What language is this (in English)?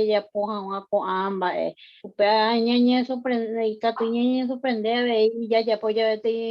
Guarani